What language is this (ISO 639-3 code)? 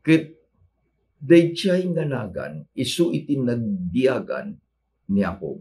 ilo